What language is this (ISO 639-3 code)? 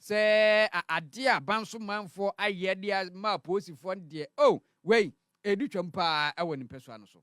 aka